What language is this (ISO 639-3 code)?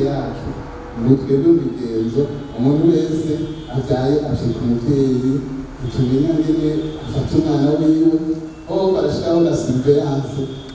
run